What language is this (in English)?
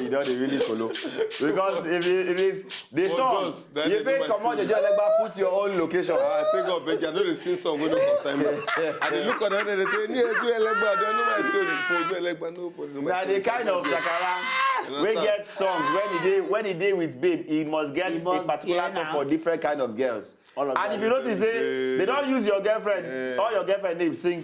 Nigerian Pidgin